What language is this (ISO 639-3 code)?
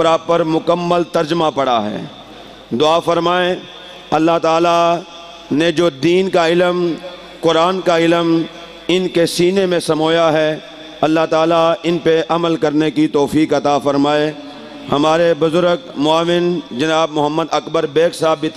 urd